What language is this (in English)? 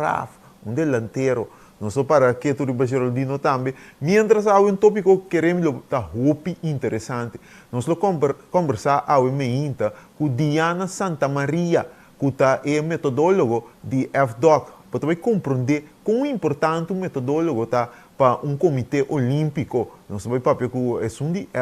Papiamento